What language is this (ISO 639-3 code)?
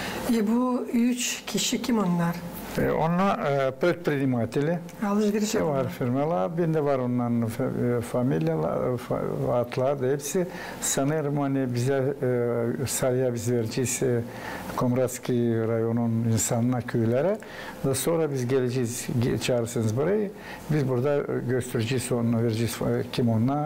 gag